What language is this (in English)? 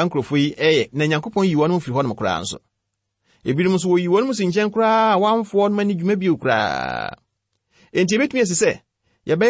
Akan